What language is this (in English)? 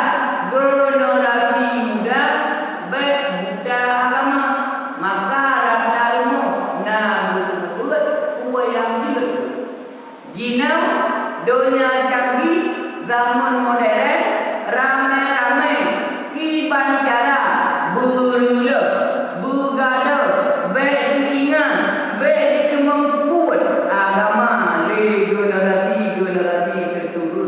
Achinese